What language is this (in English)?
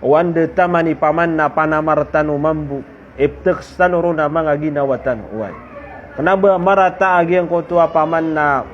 Maranao